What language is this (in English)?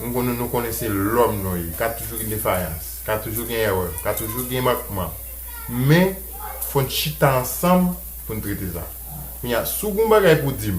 Haitian Creole